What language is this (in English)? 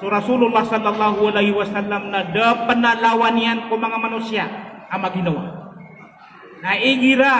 Maranao